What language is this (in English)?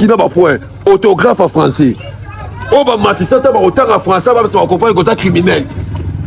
Lingala